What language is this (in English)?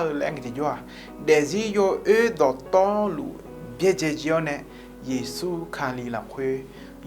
Akha